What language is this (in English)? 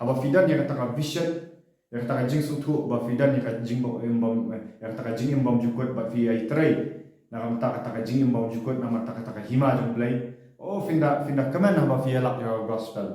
Khasi